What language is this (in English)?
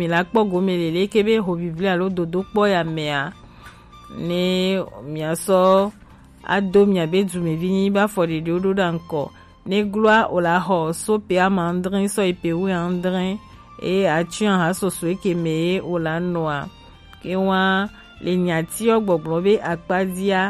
Gen